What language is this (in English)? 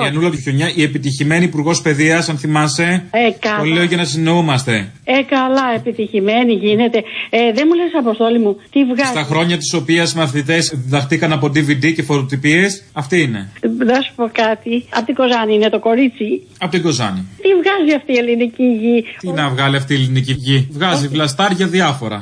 Greek